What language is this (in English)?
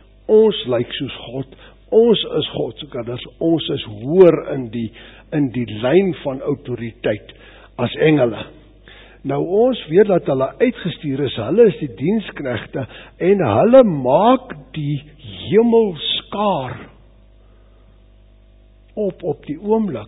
Afrikaans